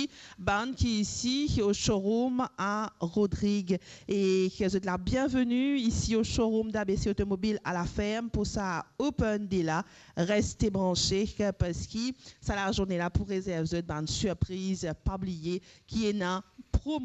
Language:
Morisyen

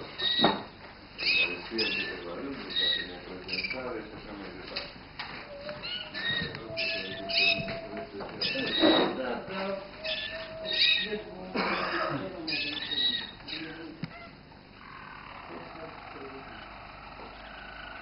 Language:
Romanian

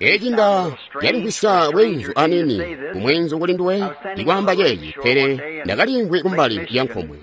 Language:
Tonga (Zambia)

